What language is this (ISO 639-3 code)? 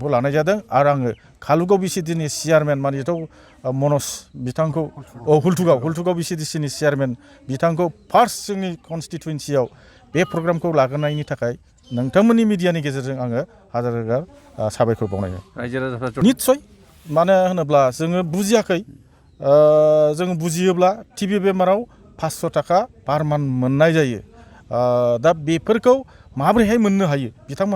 brx